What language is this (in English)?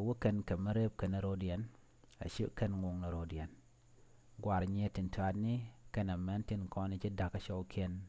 Nuer